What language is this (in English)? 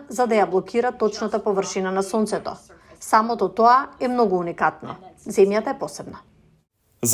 Macedonian